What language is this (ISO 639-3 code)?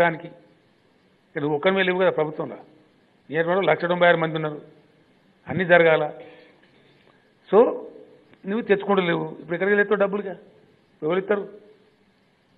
tel